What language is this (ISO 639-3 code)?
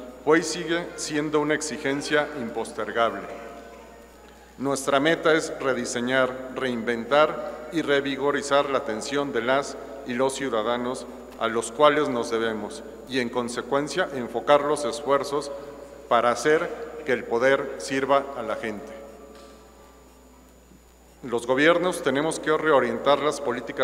spa